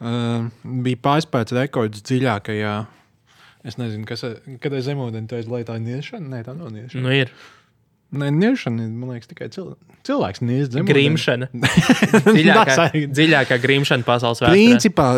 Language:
Latvian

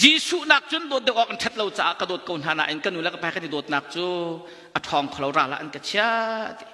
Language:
Hakha Chin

